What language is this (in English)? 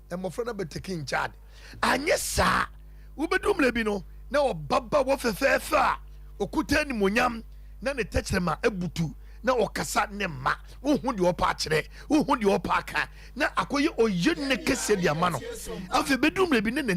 Akan